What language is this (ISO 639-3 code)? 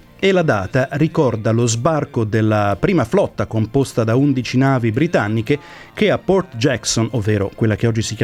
ita